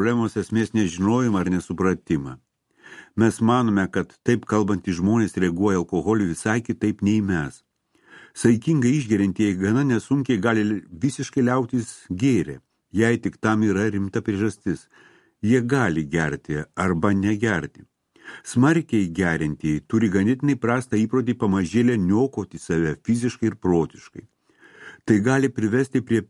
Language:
Lithuanian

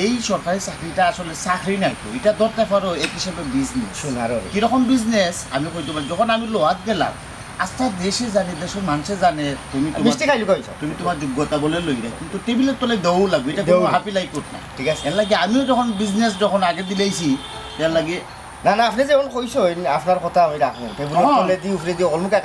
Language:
Sylheti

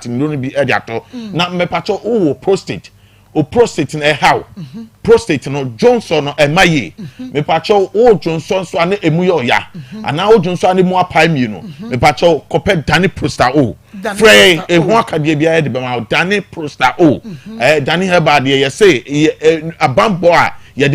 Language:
Akan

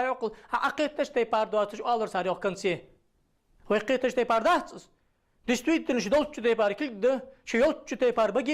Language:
Ingush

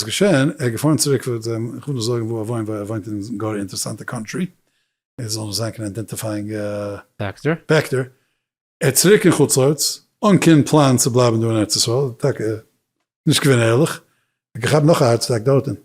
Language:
Yiddish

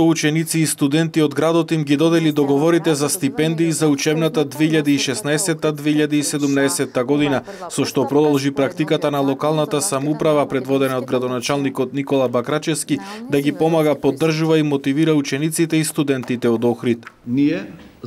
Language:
Macedonian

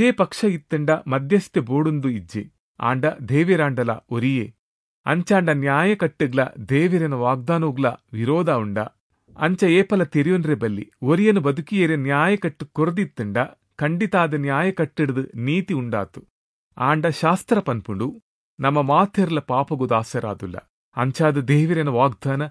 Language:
Tulu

